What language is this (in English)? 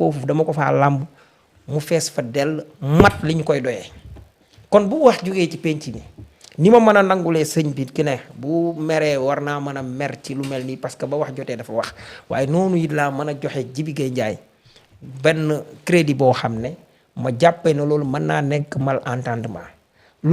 Wolof